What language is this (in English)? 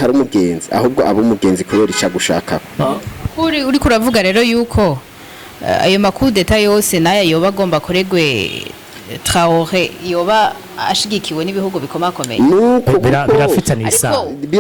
Rundi